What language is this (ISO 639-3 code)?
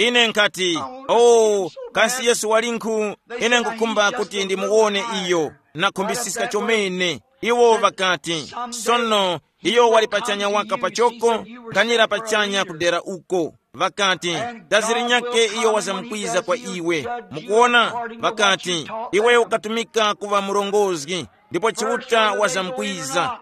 tum